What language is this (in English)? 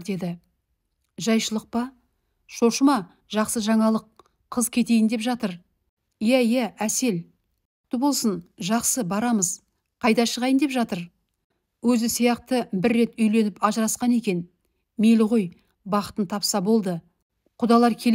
Kazakh